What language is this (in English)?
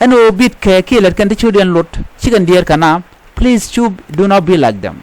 Nuer